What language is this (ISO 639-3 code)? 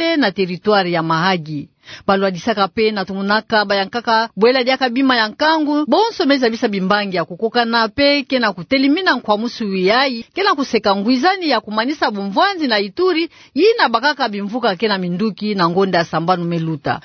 ktu